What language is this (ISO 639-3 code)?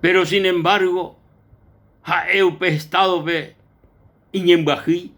grn